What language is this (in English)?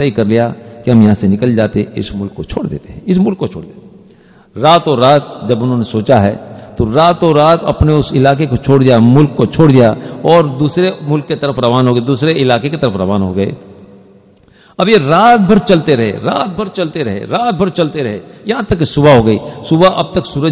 Urdu